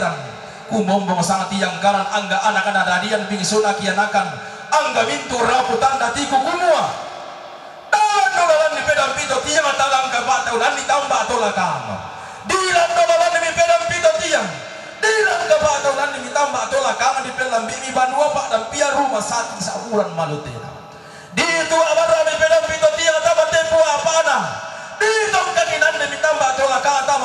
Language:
Toraja-Sa'dan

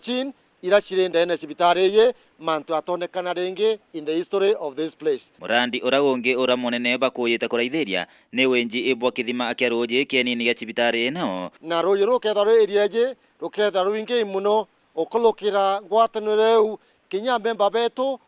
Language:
Meru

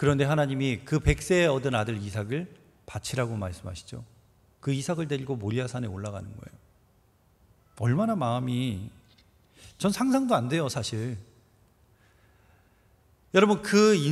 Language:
Korean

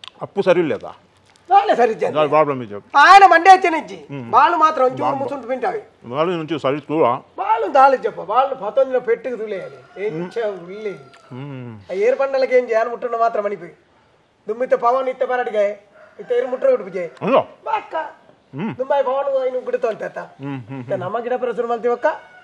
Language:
Tulu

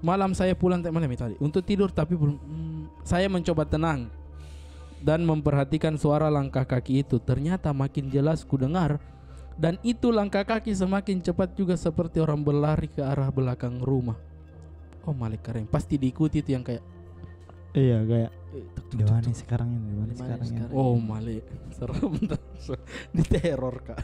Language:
Makassar Malay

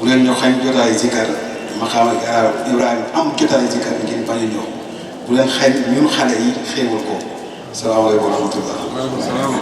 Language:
Wolof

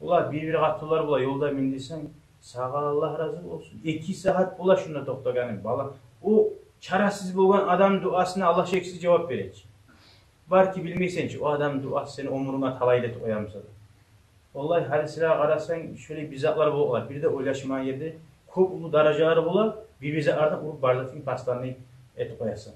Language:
Kumyk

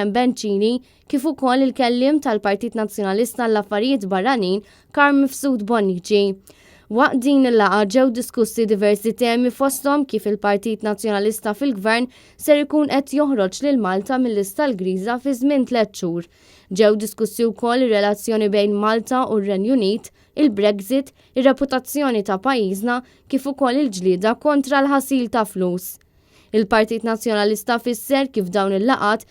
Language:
Maltese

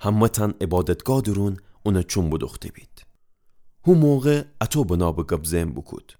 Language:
Gilaki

